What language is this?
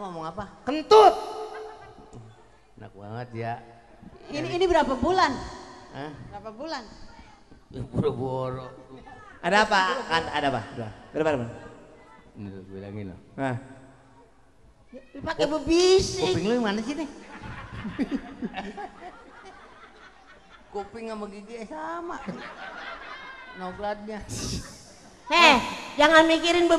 Indonesian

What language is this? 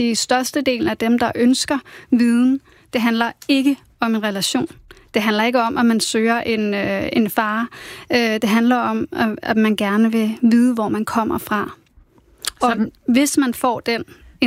Danish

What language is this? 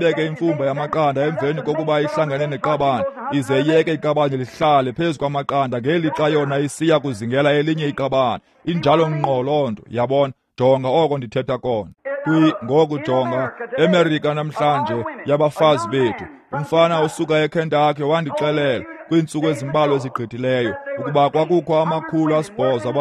Xhosa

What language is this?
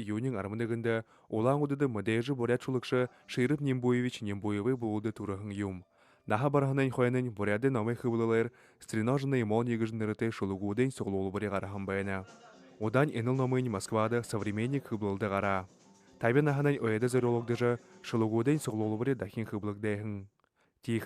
Buriat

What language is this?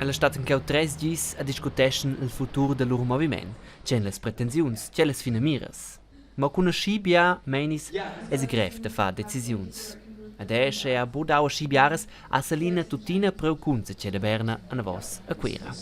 Romansh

